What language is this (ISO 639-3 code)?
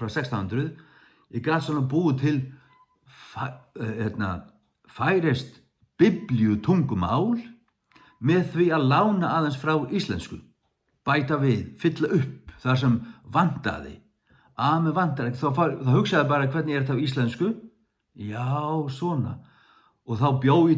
fao